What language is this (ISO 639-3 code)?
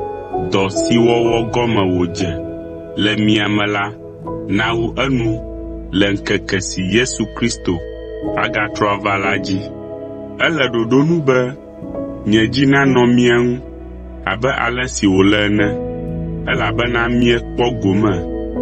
ewe